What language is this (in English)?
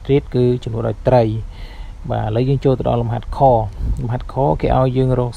Khmer